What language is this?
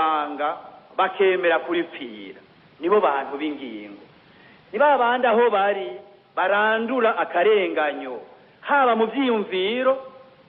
Rundi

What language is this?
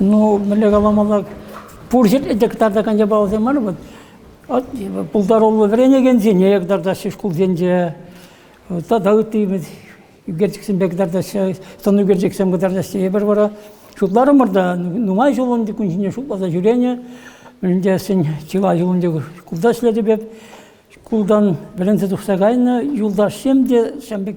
Chuvash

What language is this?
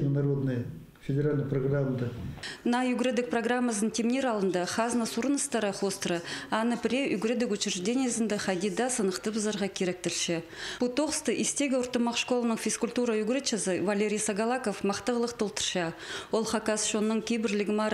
Khakas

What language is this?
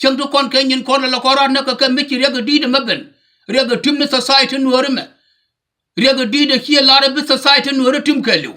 Nuer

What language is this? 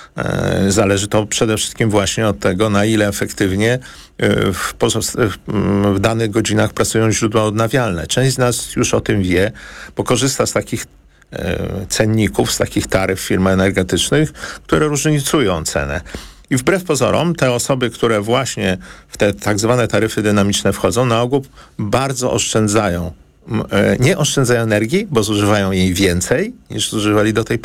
Polish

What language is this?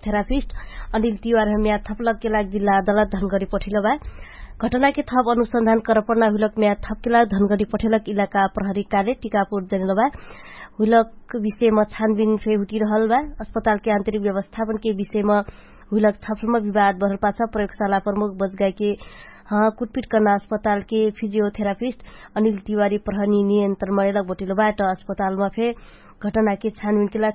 Dangaura Tharu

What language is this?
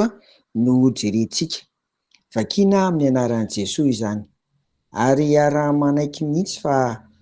Malagasy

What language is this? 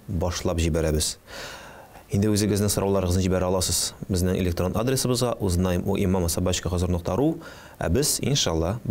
Tatar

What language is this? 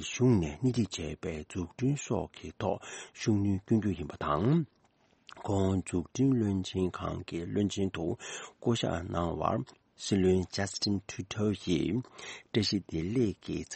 Tibetan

